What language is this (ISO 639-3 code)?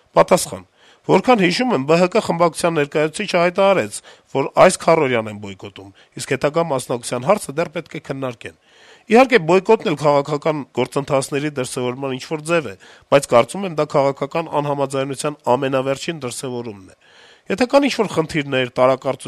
hye